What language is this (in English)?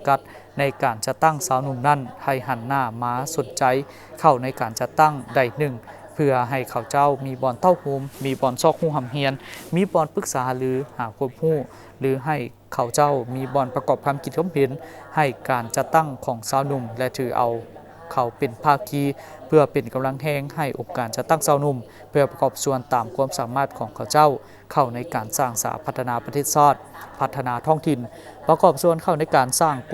Lao